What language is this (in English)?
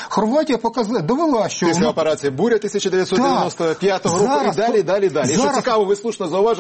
Ukrainian